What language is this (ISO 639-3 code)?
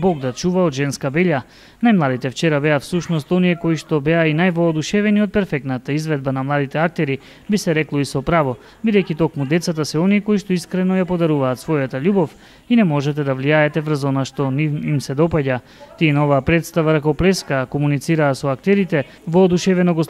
mkd